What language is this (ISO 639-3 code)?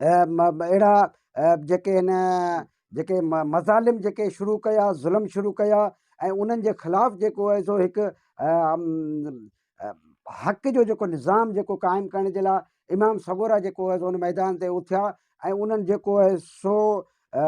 snd